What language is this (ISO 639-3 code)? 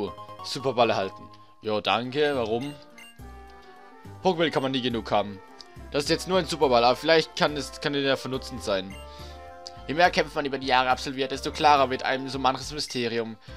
deu